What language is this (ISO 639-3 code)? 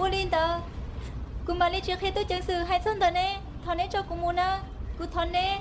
hmn